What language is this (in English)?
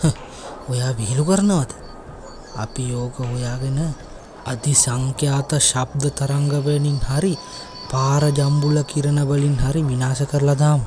Sinhala